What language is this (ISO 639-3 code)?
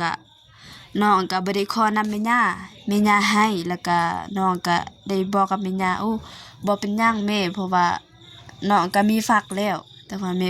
lao